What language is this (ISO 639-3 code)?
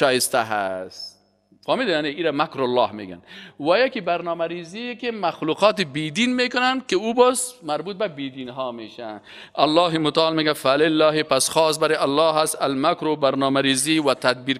fas